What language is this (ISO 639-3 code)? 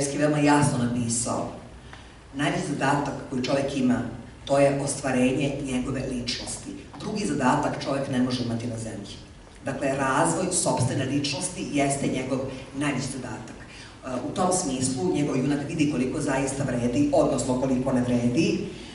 srp